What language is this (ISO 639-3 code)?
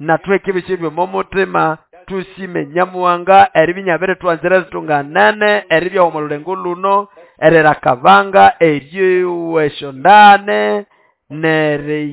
nnb